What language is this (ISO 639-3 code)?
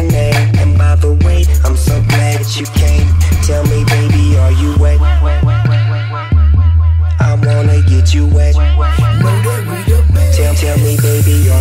eng